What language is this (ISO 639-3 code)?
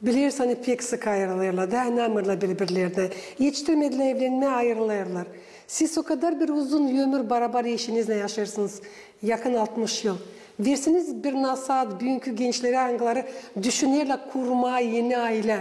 gag